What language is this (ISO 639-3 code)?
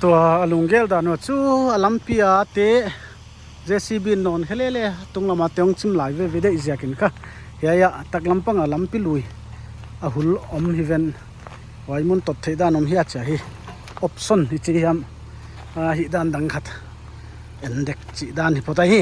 pck